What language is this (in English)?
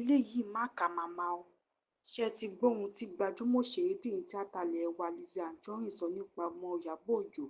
Yoruba